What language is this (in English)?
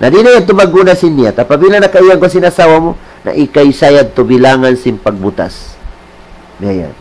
Tausug